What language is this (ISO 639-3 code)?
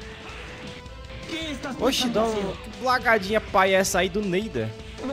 por